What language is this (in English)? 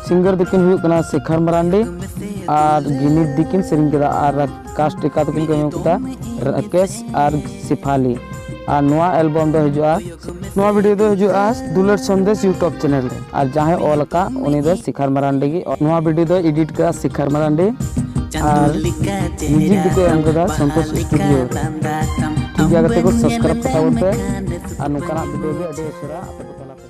Santali